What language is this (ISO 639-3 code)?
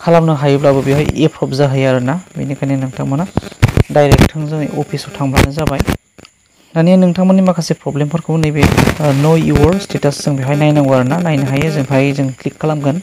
brx